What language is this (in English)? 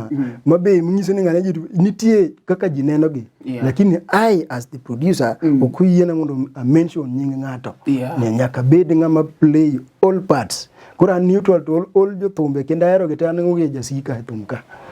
Luo (Kenya and Tanzania)